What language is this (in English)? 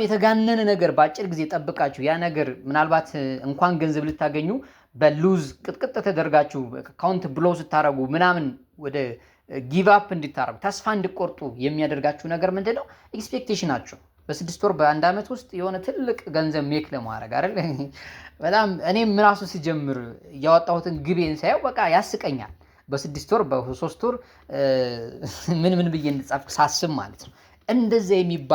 Amharic